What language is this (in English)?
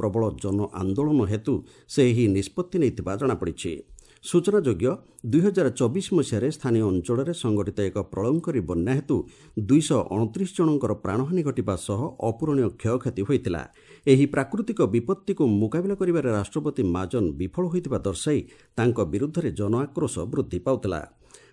Odia